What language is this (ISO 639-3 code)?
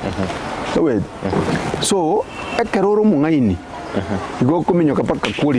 guz